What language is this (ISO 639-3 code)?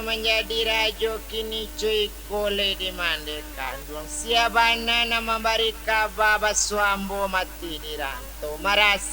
min